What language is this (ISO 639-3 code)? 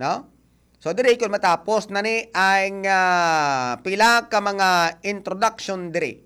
hil